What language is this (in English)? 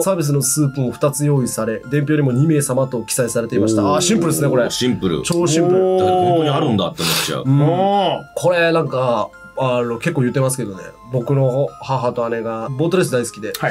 Japanese